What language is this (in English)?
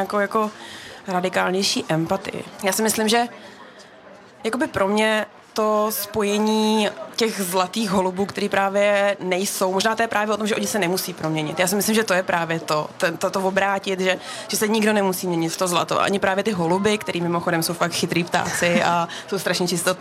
Czech